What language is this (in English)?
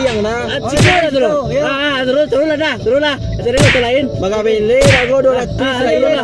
Minangkabau